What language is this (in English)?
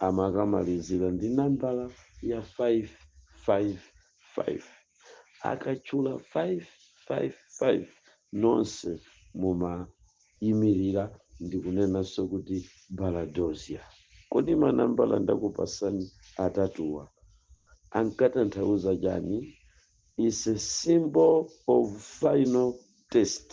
Nyanja